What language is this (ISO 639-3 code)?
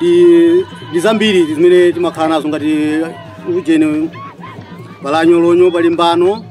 nya